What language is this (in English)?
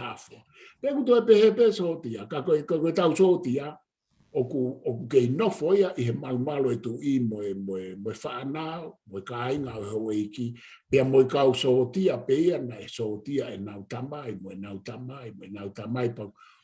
Tongan